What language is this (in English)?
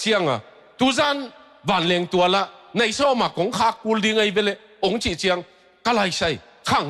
Tedim Chin